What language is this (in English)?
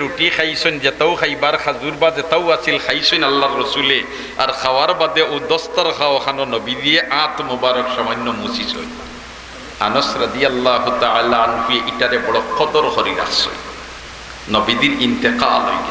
Sylheti